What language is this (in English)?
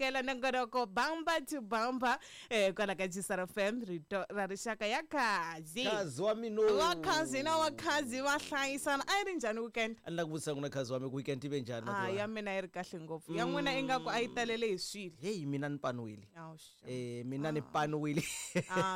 Tsonga